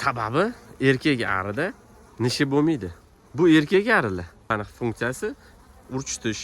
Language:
Uzbek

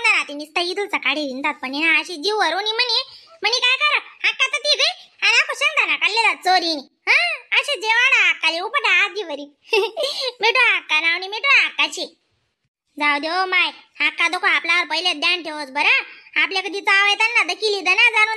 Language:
Khandesi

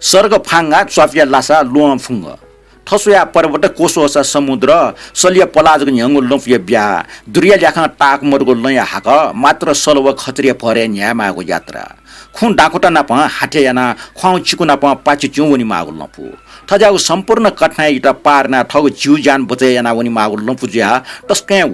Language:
Newari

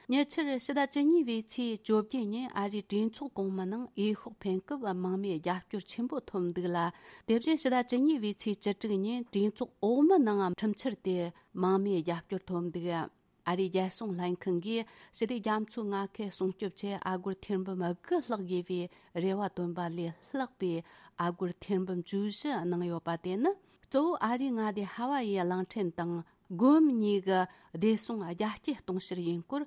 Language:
Tibetan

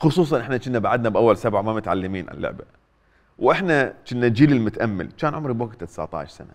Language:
Mesopotamian Arabic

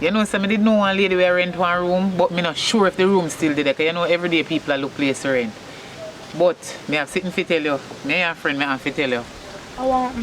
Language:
Jamaican Creole English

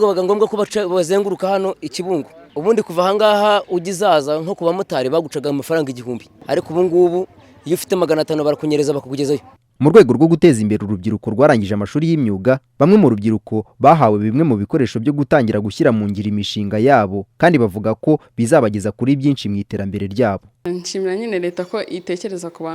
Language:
Kinyarwanda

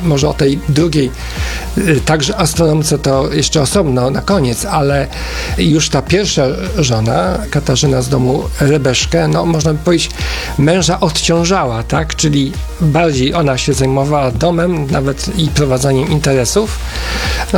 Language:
Polish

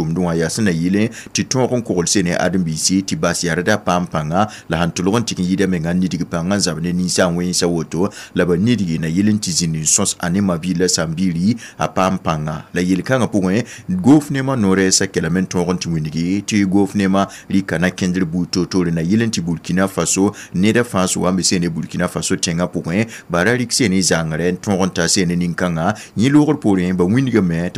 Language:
Mossi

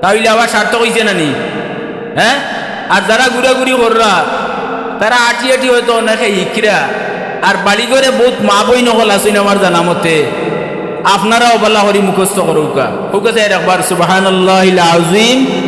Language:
Sylheti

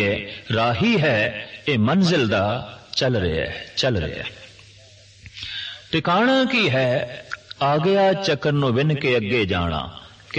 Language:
Punjabi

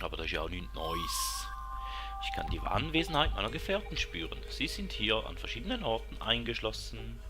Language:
Swiss German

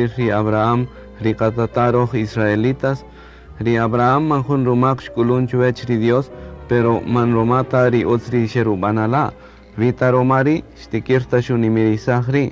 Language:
Kaqchikel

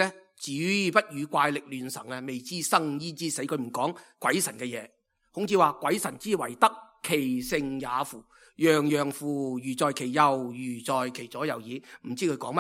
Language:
Cantonese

